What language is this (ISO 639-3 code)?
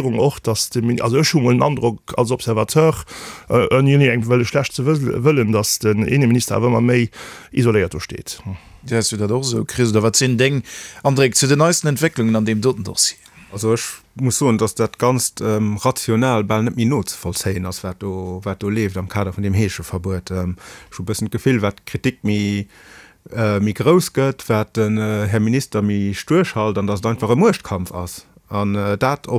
ltz